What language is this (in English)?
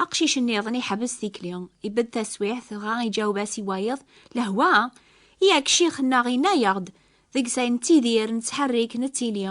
Kabyle